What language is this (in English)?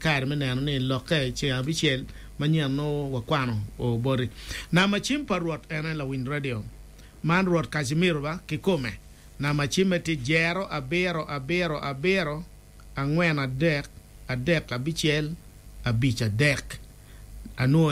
Acoli